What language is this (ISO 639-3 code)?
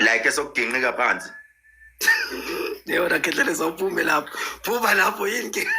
zul